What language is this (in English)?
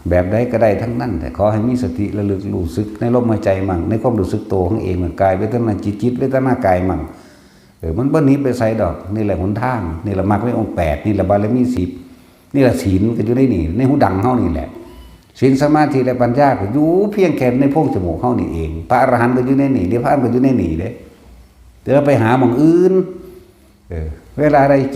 Northeastern Thai